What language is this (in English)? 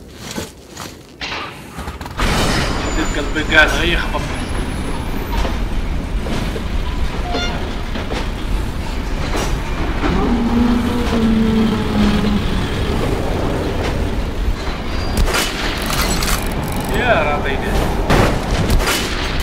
Algerian Arabic